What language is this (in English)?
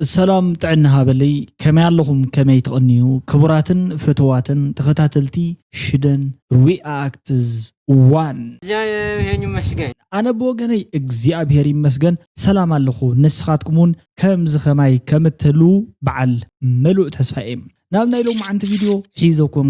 Tigrinya